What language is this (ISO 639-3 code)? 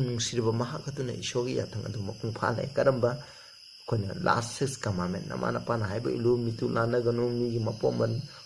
mni